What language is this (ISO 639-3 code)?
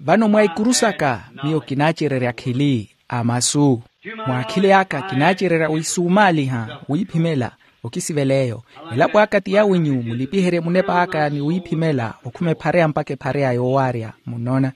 vmw